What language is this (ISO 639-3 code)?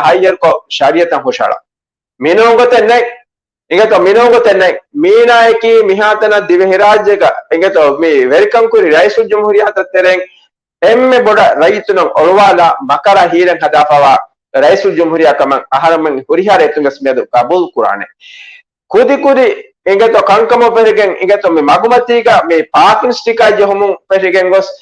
div